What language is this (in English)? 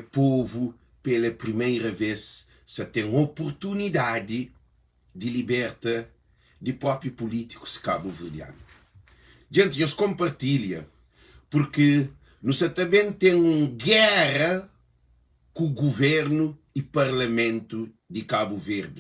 Kabuverdianu